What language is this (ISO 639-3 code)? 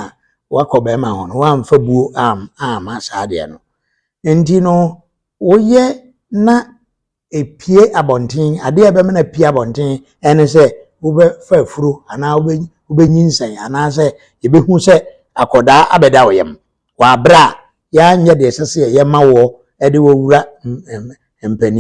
aka